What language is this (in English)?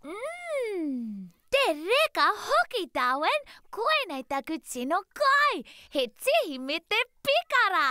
Māori